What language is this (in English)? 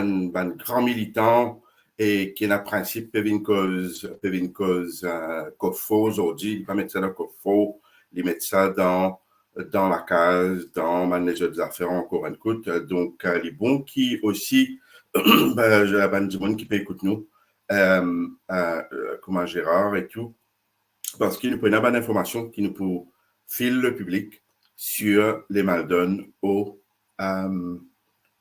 Morisyen